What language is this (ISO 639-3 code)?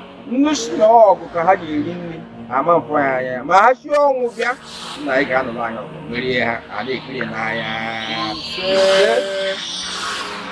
ibo